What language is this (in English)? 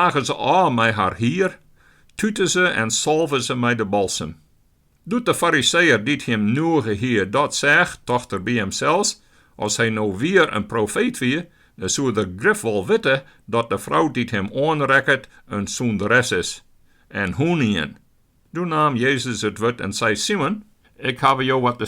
Western Frisian